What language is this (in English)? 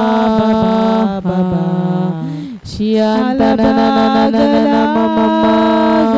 Tem